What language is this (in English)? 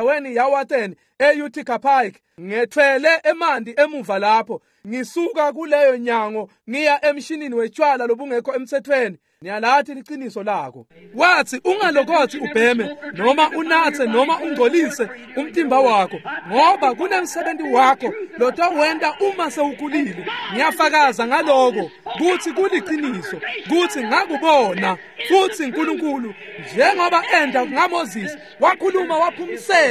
Swati